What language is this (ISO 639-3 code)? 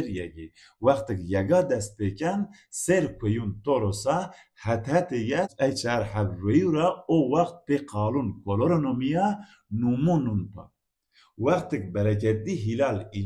zza